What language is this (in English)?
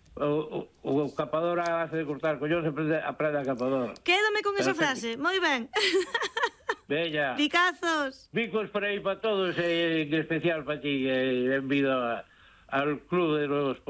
Galician